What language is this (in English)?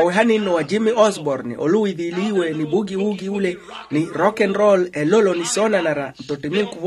Makhuwa